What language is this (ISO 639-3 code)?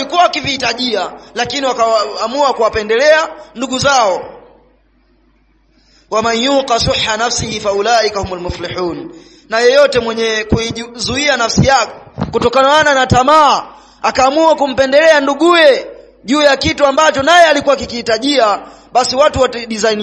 swa